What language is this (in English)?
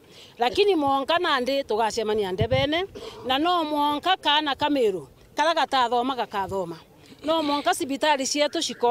Meru